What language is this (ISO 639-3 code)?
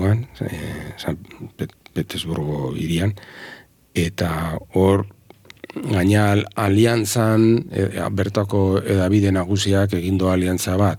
eus